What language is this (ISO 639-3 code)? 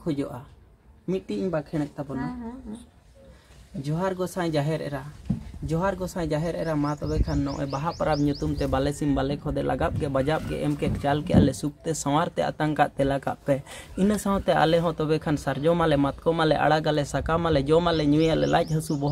sat